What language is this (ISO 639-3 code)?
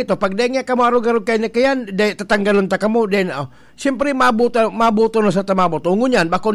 bik